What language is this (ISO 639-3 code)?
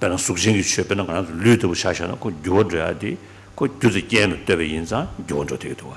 bod